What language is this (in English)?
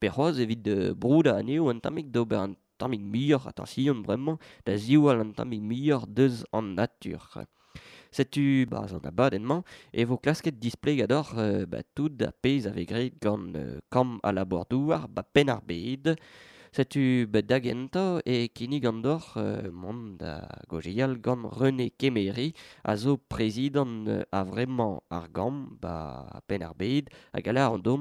Breton